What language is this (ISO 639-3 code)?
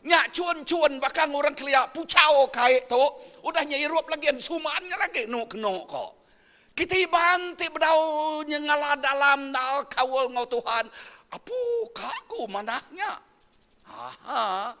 iba